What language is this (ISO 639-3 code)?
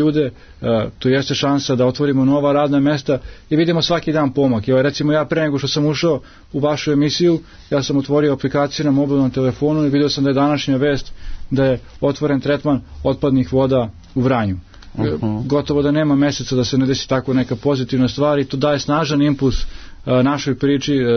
srp